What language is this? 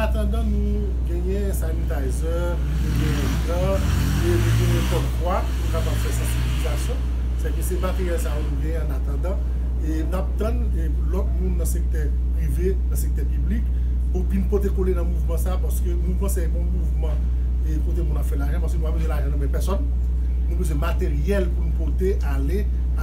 Haitian Creole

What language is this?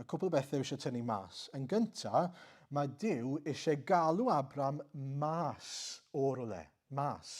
Welsh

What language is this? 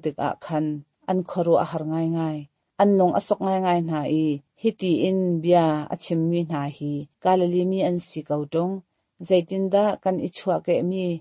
Hakha Chin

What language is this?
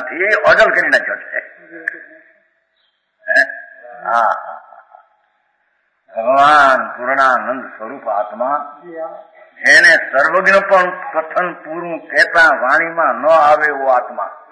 Gujarati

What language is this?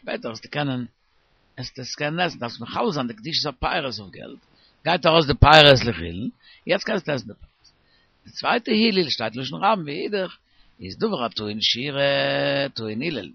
Yiddish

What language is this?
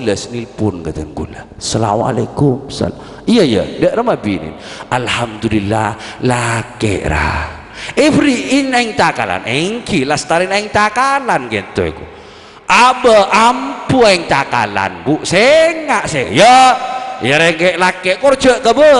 Madurese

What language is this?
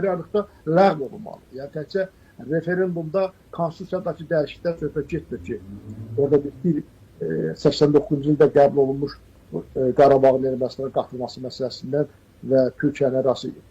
Azerbaijani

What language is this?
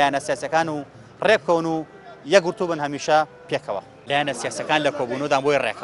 Central Kurdish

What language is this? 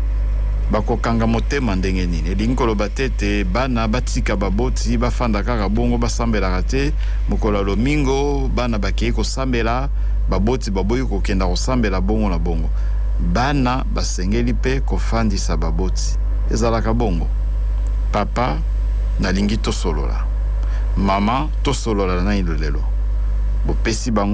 Lingala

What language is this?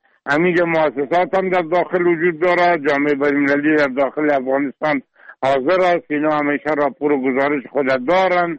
Persian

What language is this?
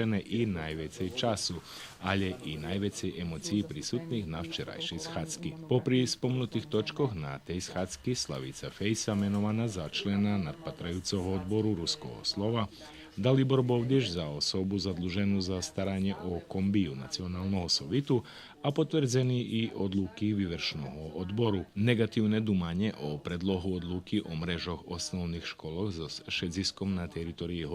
Rusyn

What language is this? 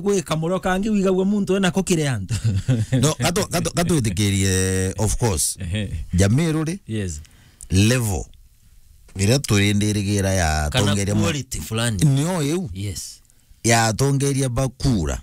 Meru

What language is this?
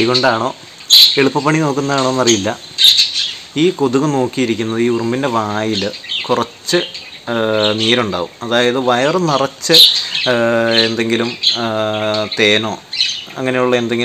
Malayalam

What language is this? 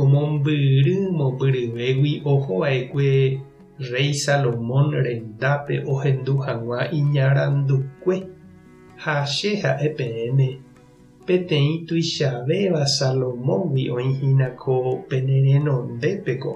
Guarani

